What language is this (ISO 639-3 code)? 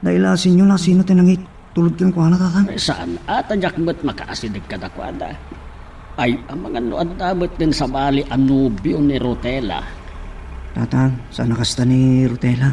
ilo